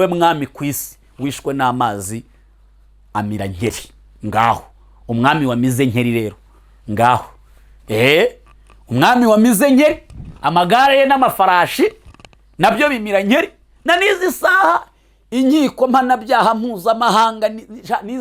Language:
Kinyarwanda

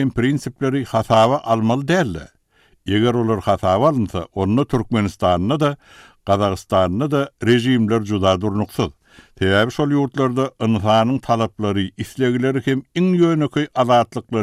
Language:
Turkmen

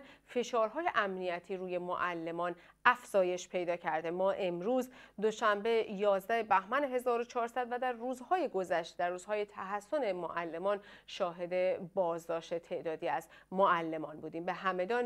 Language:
Persian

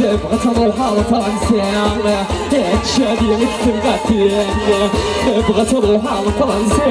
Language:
Kabyle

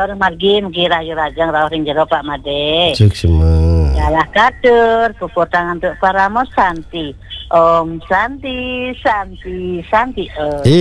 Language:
Balinese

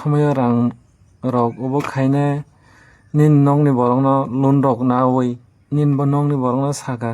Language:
Kok Borok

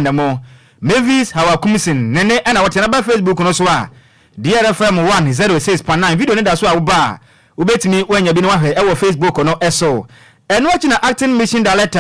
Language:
Akan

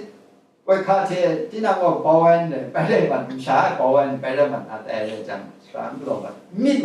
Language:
Kachin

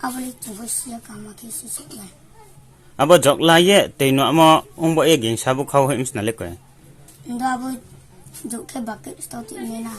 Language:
Riang (India)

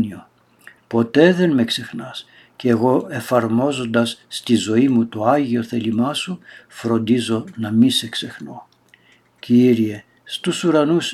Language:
Greek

